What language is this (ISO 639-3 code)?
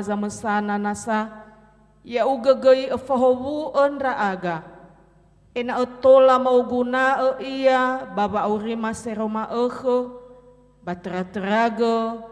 nia